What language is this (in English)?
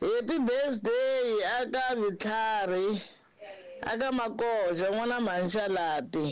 Tsonga